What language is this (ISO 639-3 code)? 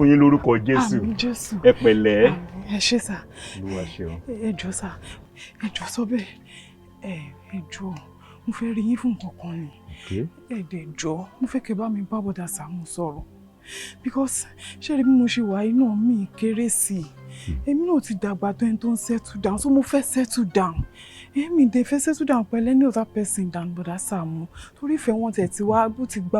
yor